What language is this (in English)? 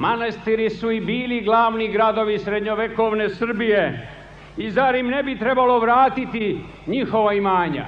Serbian